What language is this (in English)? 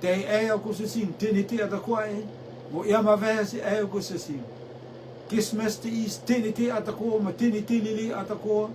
Rotuman